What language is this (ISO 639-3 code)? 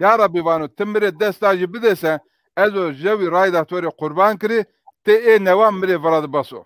zza